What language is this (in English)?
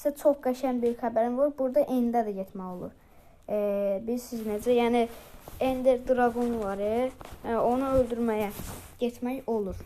Azerbaijani